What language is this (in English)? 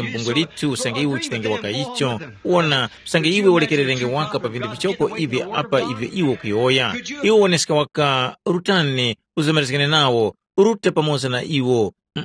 Tumbuka